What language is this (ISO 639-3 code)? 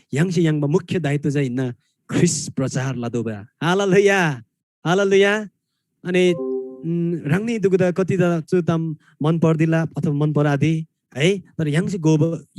taj